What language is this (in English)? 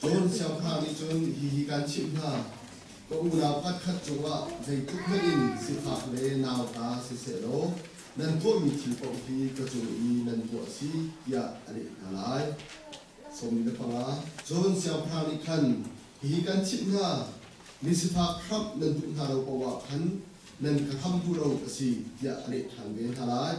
Hakha Chin